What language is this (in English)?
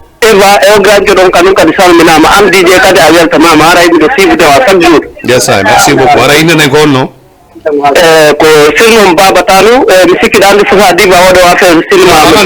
Fula